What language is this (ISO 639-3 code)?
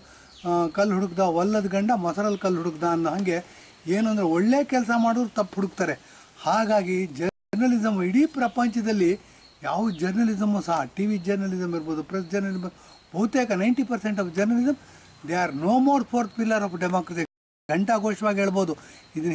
kan